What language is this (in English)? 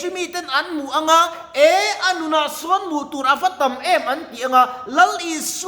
Mizo